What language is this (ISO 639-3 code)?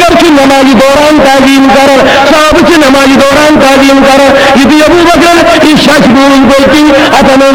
kas